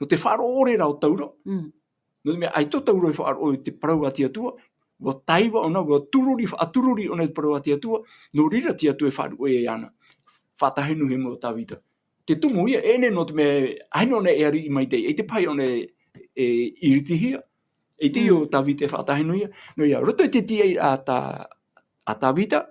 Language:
Tahitian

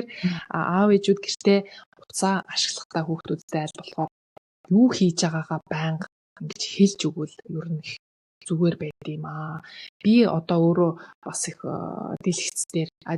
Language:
Mongolian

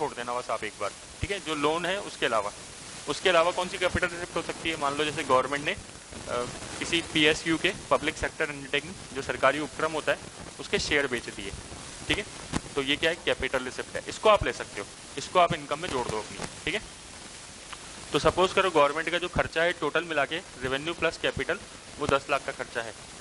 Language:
Hindi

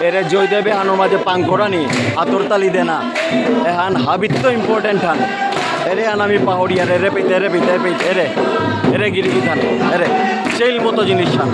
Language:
Bishnupriya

